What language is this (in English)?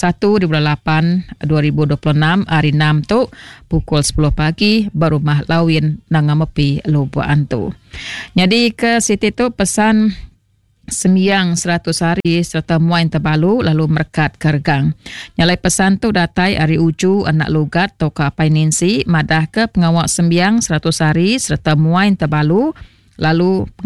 Iban